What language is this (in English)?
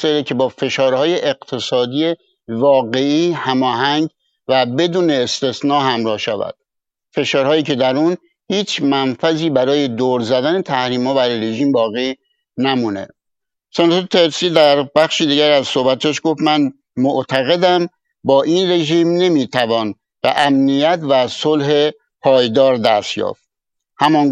Persian